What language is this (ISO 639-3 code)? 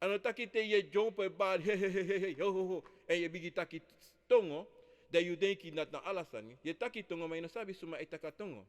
srn